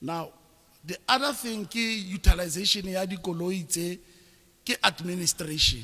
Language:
Tswana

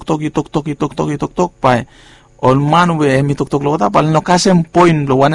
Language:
Bislama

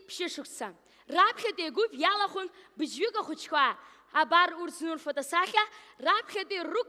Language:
Abkhazian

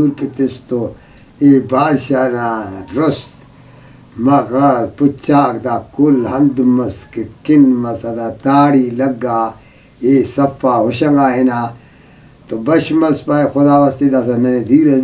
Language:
Brahui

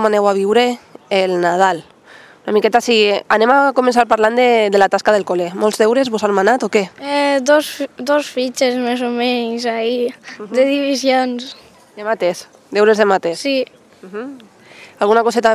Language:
Catalan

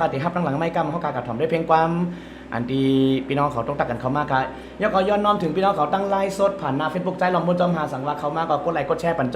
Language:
Shan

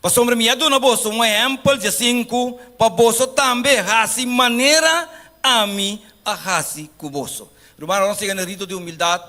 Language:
Papiamento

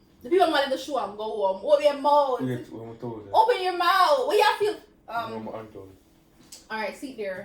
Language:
Jamaican Creole English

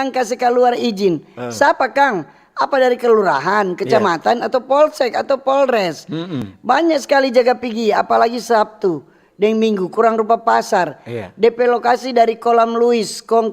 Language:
Manado Malay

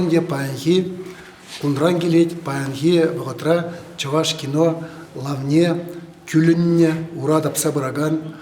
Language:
Chuvash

